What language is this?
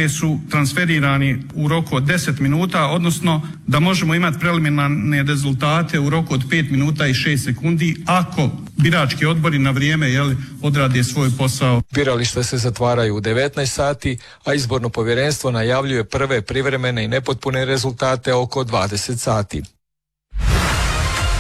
Croatian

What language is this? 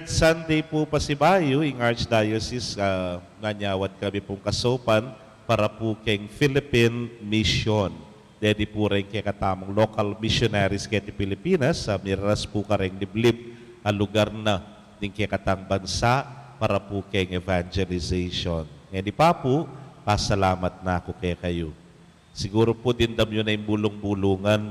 Pampanga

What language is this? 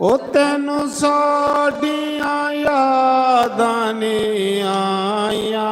Dogri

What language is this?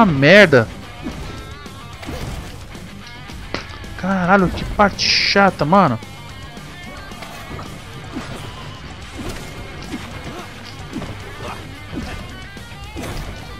Portuguese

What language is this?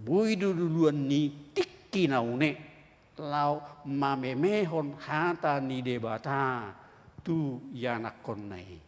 Batak Toba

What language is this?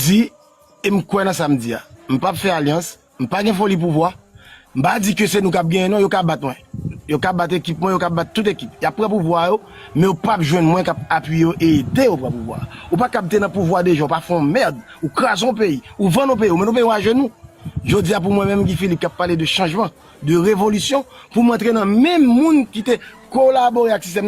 Haitian Creole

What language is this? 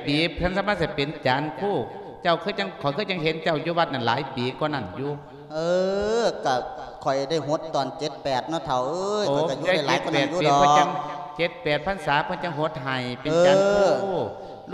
Lao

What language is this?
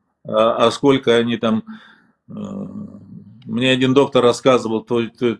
Russian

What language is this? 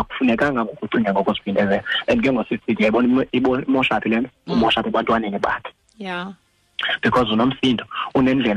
Xhosa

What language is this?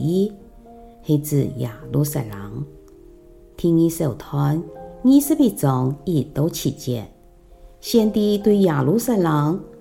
Hakka Chinese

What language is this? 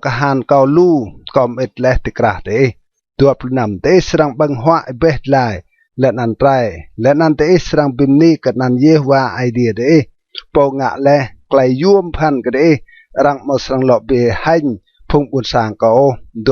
Rade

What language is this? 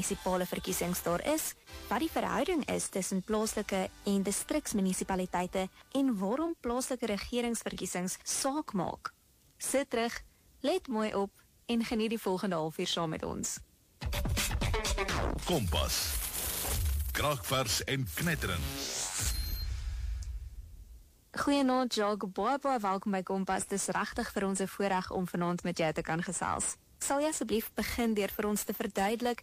Afrikaans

